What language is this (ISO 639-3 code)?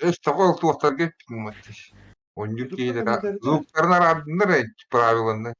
sah